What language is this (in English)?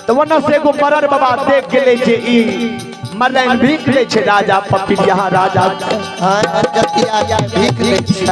Maithili